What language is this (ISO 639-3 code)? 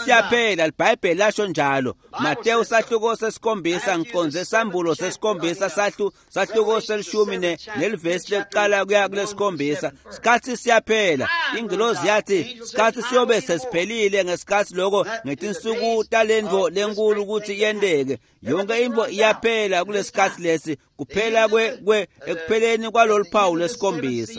ssw